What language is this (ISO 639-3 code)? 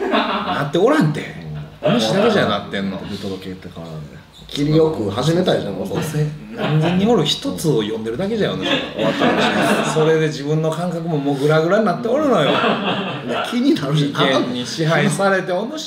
jpn